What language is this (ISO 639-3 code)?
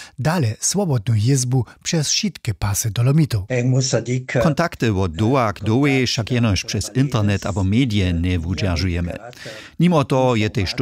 hsb